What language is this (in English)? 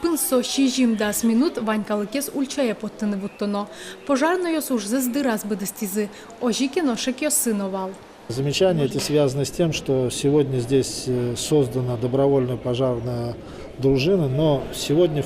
Udmurt